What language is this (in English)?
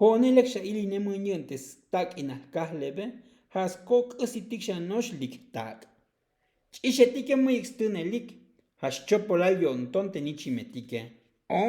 Tzotzil